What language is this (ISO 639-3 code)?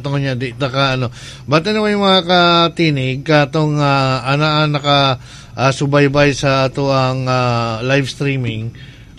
ceb